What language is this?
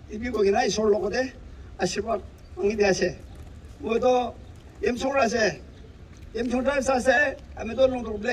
Naga Pidgin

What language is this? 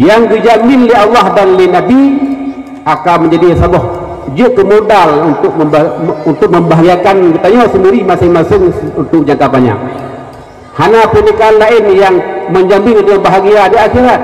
Achinese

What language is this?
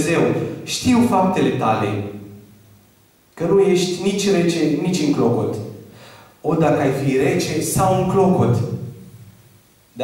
Romanian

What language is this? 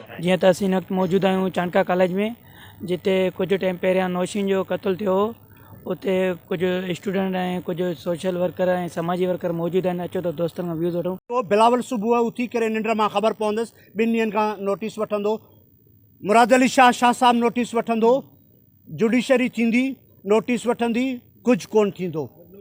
Sindhi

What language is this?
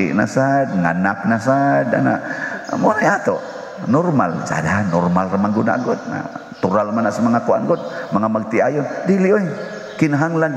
Cebuano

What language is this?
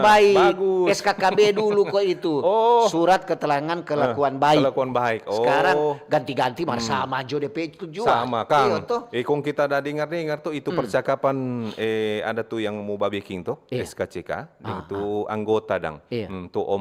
Manado Malay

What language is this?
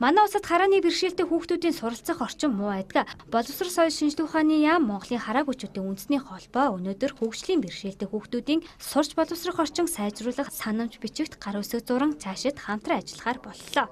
Mongolian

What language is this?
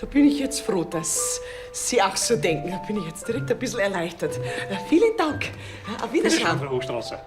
Bavarian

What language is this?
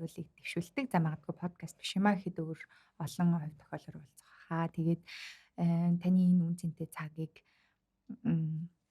Mongolian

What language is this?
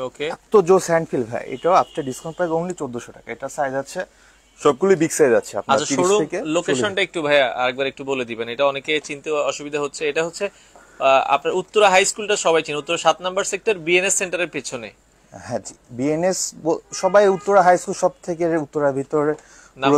Bangla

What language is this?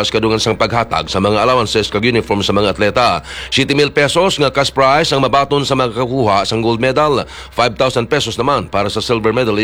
Hiligaynon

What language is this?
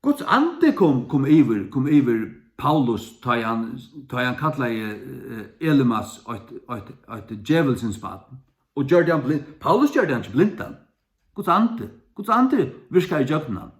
Faroese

